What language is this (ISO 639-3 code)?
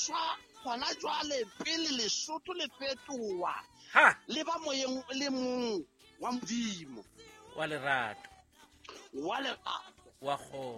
sot